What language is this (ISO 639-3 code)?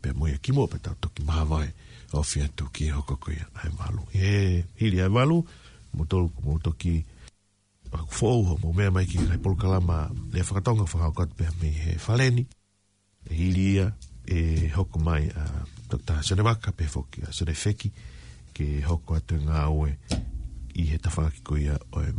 ton